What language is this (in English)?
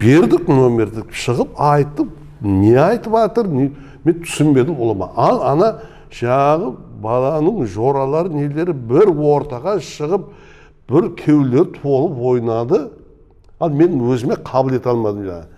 Kara-Kalpak